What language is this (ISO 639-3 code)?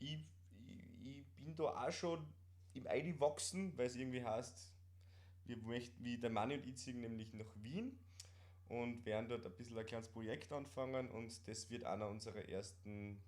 bar